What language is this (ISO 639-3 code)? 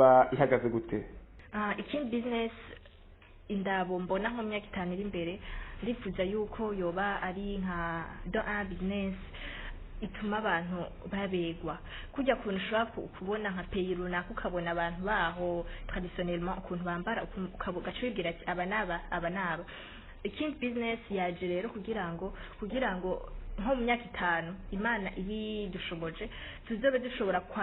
run